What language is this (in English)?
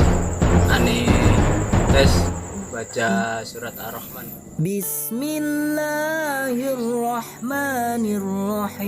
Betawi